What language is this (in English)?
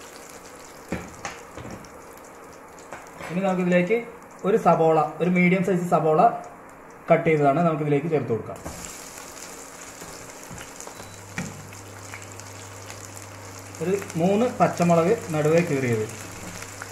Malayalam